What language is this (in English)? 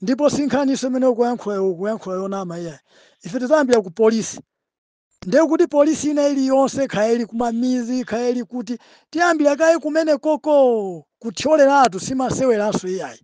Nyanja